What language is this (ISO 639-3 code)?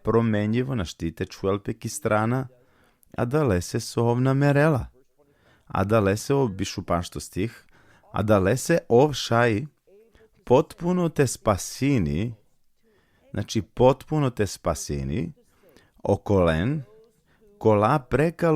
rmn